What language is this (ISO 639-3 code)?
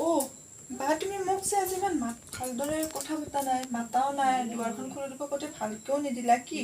asm